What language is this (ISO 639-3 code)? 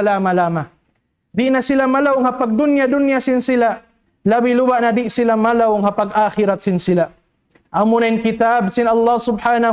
tsg